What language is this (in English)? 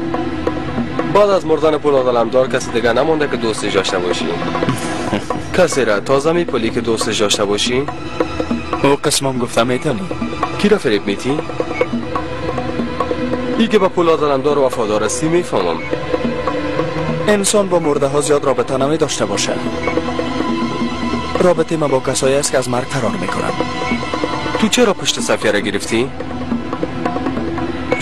Persian